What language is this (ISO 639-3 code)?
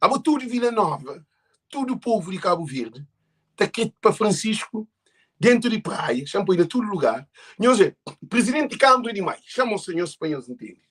kea